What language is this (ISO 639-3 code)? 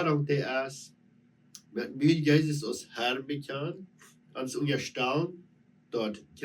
pdt